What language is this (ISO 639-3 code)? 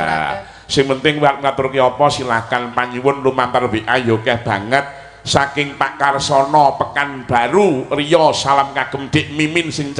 jav